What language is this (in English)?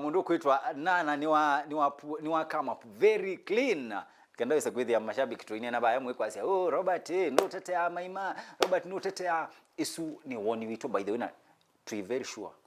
Kamba